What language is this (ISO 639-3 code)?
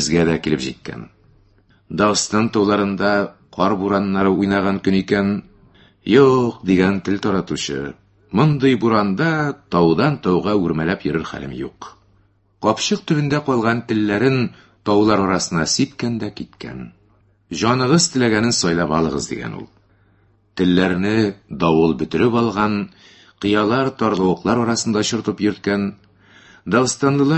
tat